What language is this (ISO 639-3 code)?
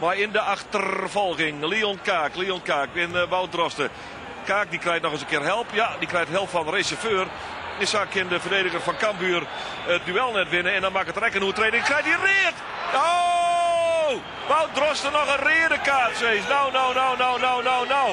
fry